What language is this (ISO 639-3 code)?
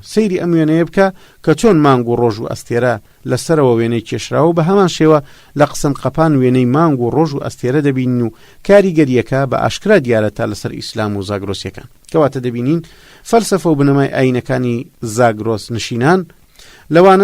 ckb